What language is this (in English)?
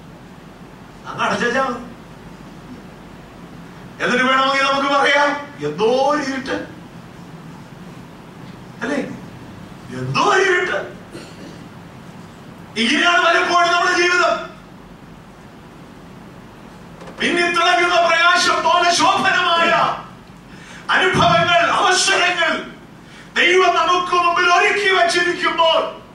Malayalam